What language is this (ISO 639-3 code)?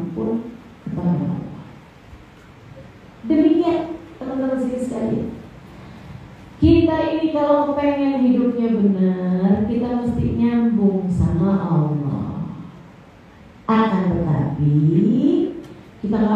ind